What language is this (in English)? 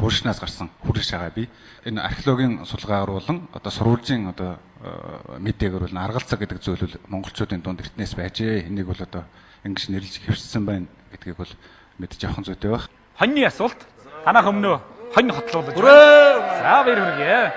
Mongolian